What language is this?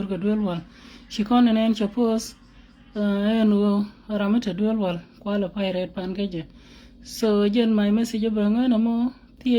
Nuer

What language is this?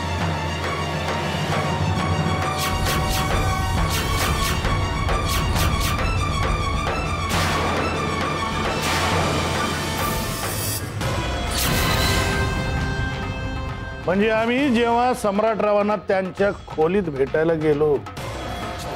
Marathi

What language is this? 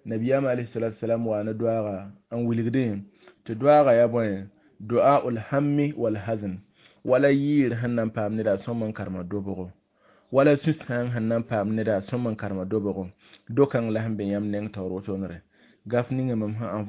Mossi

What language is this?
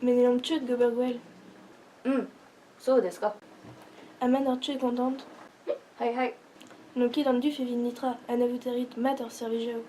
Breton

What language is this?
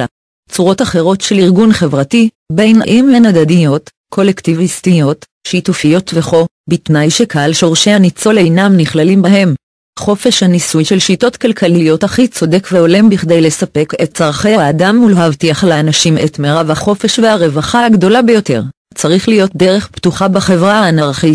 Hebrew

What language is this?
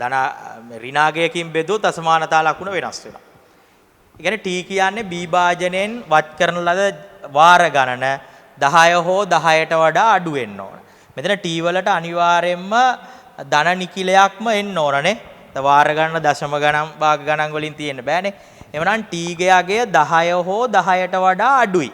Sinhala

